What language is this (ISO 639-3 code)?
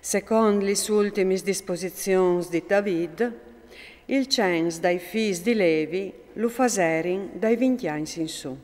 fur